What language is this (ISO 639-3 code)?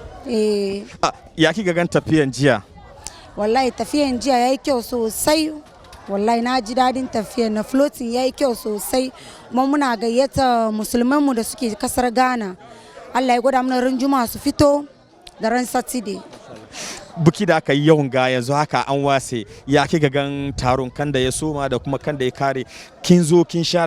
hau